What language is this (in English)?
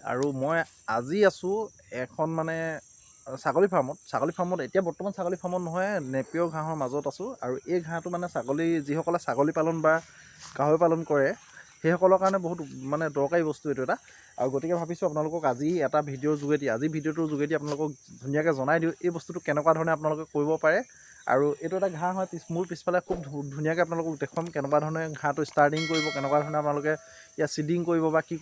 Assamese